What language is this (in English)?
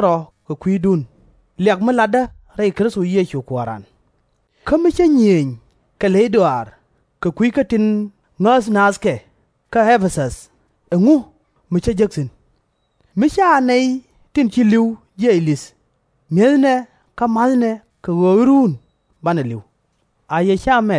Nuer